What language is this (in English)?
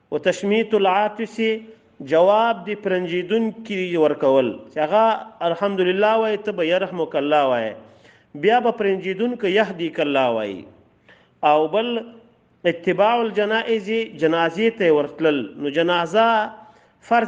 Pashto